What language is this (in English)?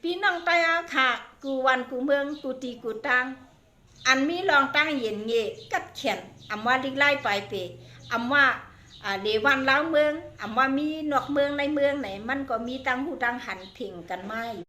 Shan